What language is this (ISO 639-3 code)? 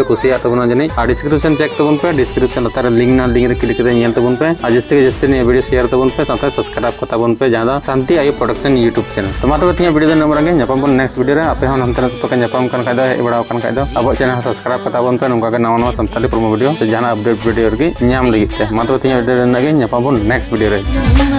sat